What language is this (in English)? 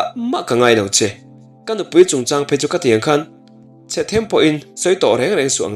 Mizo